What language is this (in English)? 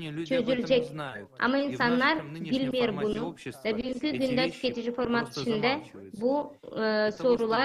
Gagauz